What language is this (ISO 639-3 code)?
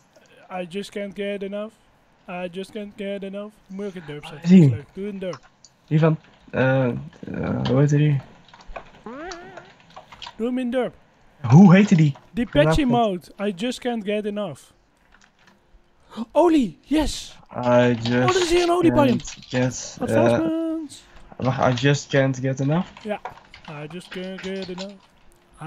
nld